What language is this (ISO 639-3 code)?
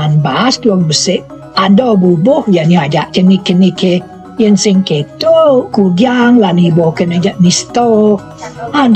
ban